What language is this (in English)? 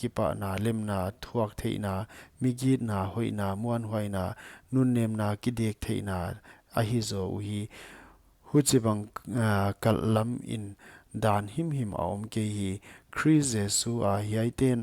Paite Chin